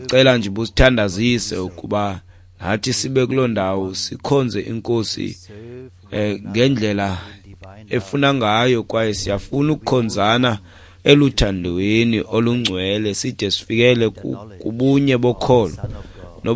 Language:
Xhosa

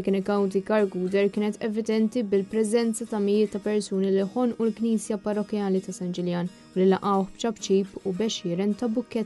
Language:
Maltese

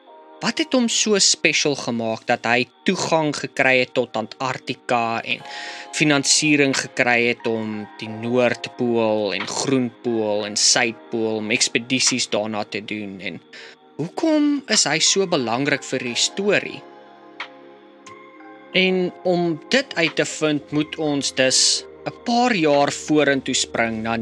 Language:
Afrikaans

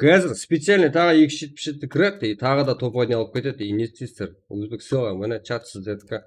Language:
Kara-Kalpak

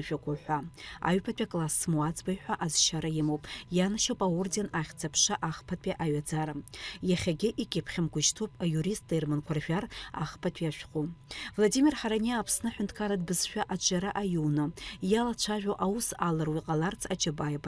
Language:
Abkhazian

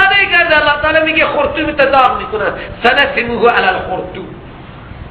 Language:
Persian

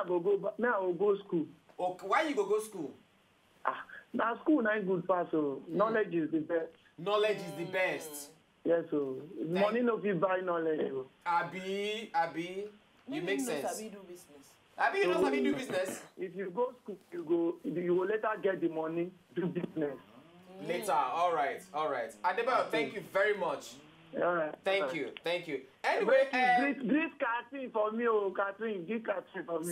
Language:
Nigerian Pidgin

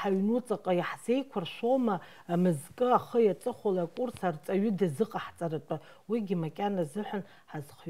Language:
Abkhazian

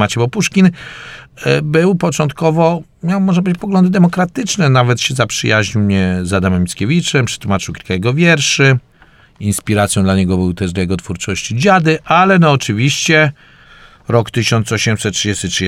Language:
Polish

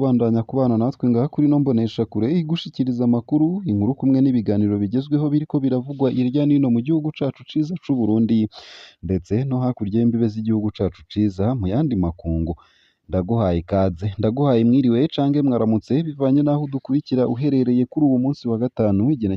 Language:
Rundi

